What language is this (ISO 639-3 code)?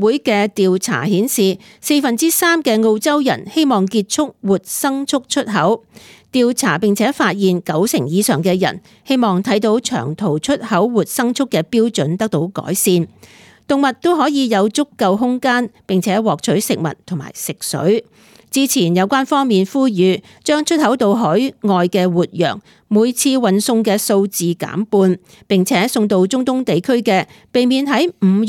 yue